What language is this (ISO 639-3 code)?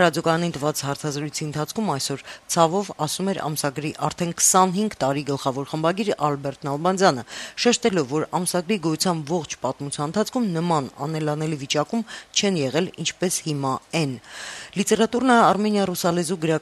hye